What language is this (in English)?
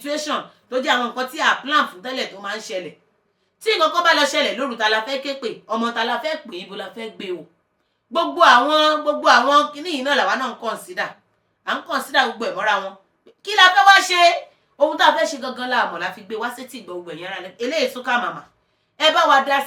Yoruba